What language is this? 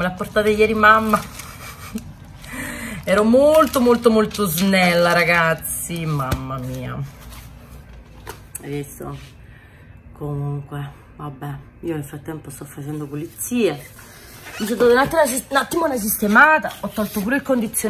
Italian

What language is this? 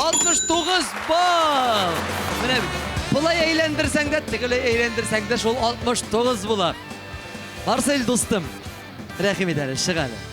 Tatar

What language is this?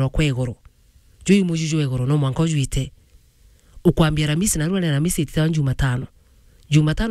Meru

